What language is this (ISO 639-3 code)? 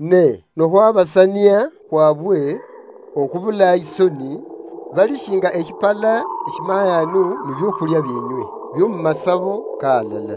luy